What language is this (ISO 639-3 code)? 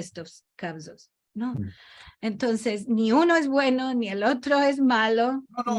lad